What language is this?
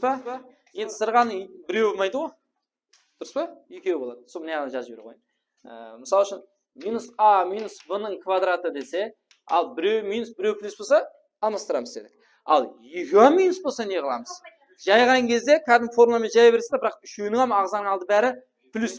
Kara-Kalpak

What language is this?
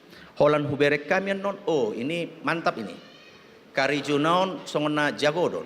Batak Toba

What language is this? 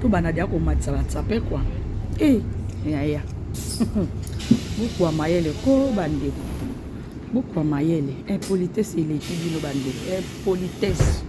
Lingala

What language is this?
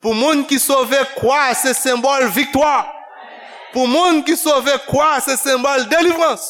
Haitian Creole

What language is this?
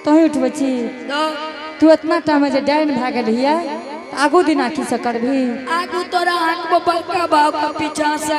Angika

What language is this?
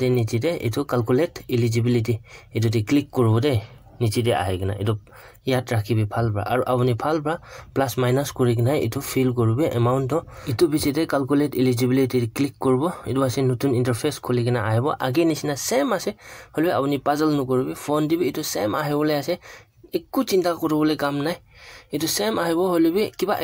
Naga Pidgin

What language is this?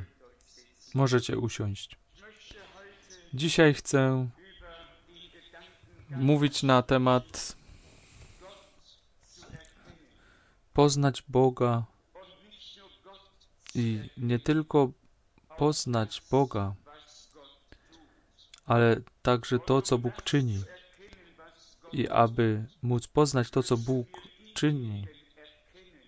Polish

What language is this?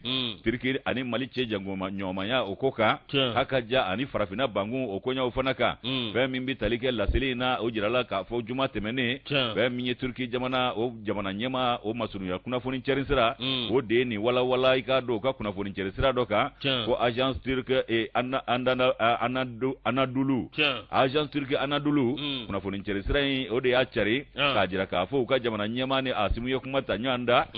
Bambara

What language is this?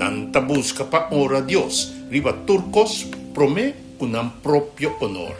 Papiamento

